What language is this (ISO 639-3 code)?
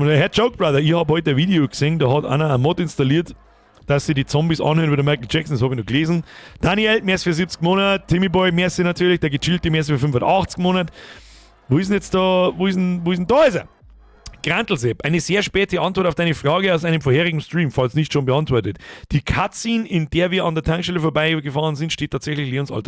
bar